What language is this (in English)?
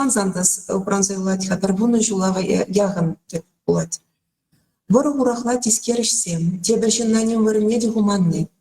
Chuvash